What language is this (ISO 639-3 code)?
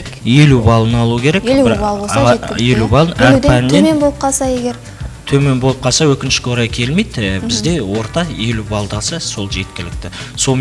kaz